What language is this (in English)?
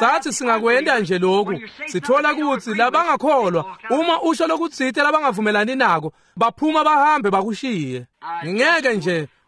Swati